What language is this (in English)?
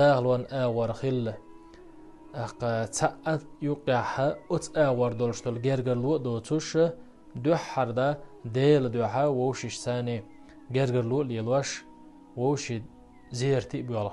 Chechen